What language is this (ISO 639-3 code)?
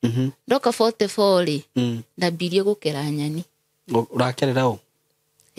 kik